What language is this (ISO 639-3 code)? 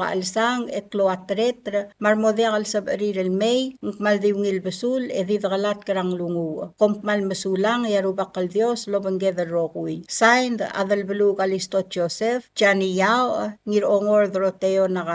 pau